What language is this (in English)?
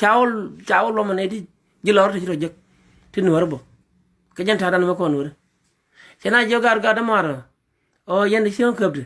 Nuer